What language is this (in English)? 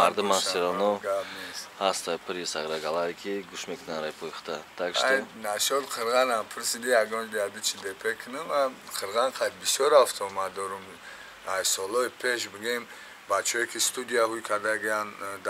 Tajik